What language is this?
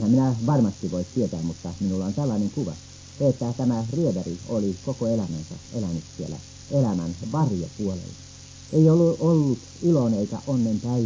Finnish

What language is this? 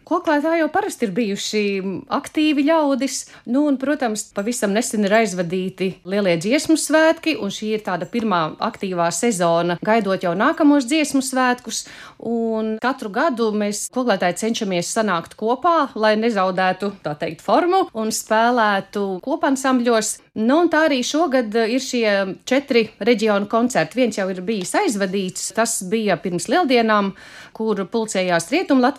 Latvian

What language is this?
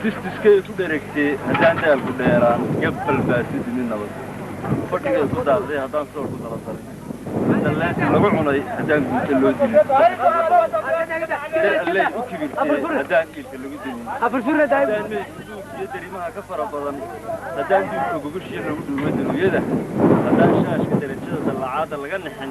Somali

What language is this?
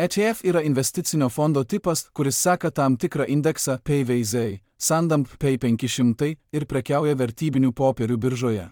Lithuanian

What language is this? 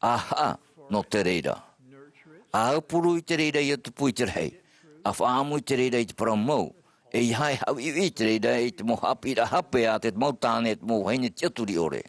Tahitian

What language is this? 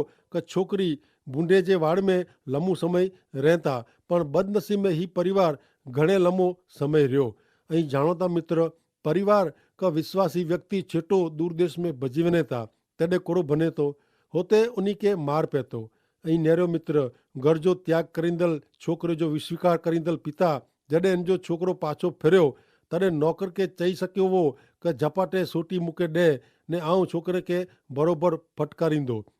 Kachhi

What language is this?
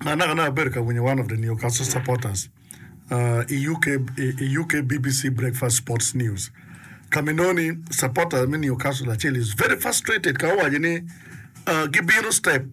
Acoli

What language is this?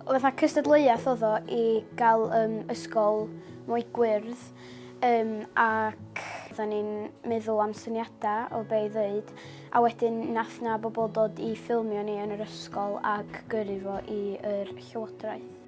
Welsh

